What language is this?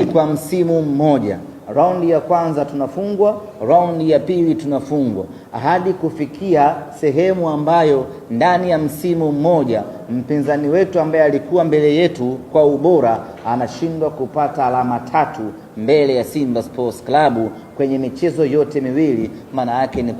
Swahili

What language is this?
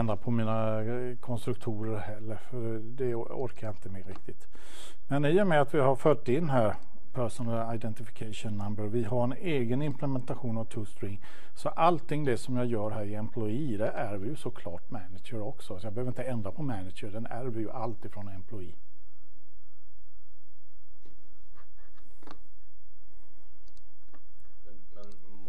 Swedish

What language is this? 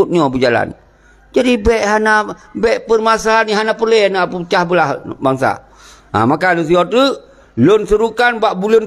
Achinese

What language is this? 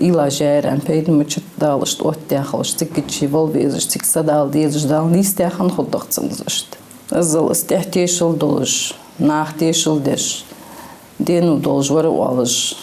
Ingush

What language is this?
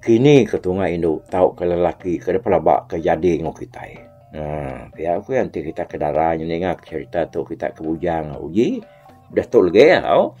Iban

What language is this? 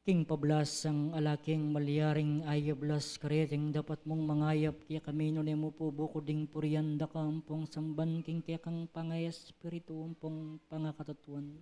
Pampanga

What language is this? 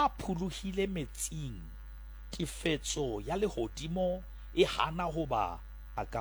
Southern Sotho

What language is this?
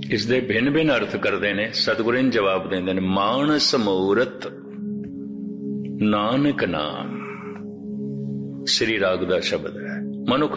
Punjabi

